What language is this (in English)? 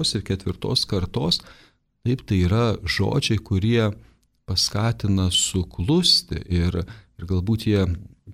Lithuanian